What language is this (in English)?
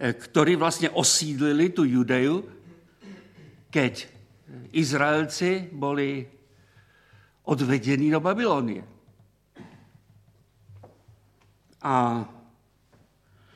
Slovak